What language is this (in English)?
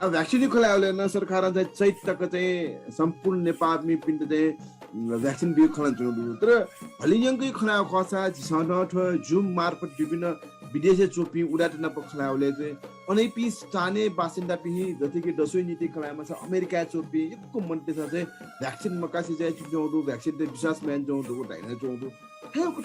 Newari